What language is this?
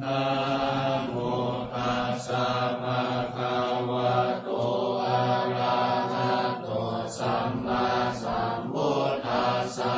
Pali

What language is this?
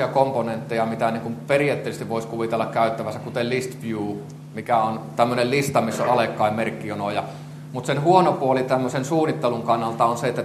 Finnish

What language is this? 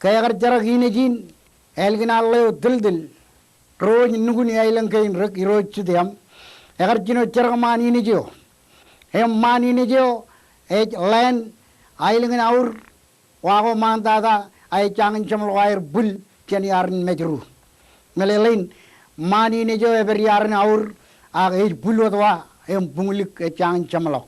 Marshallese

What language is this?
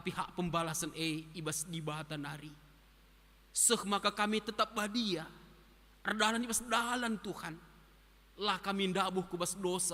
Batak Karo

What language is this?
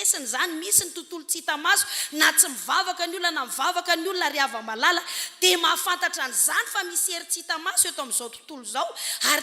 Malagasy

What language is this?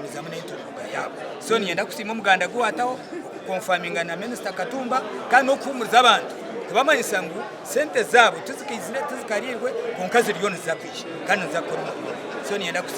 Nyankole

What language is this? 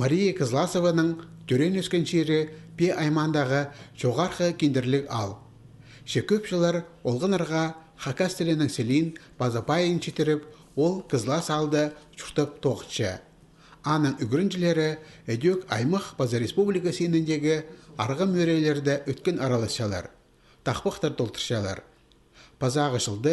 Khakas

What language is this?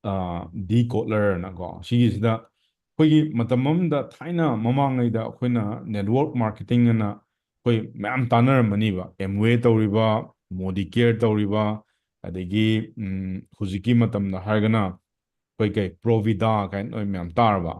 Manipuri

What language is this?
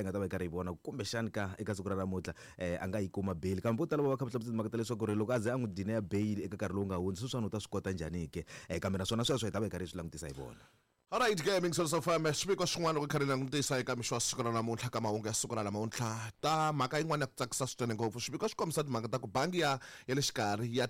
Tsonga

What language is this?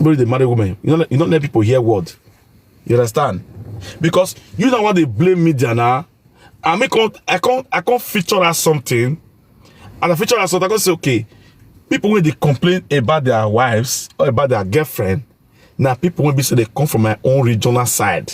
Nigerian Pidgin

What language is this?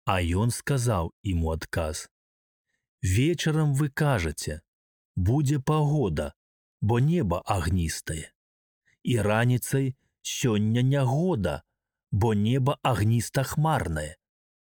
Belarusian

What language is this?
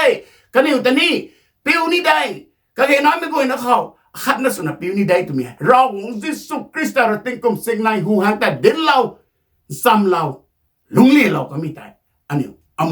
Rongmei Naga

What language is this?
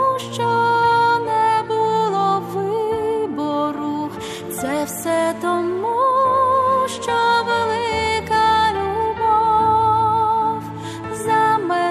Ukrainian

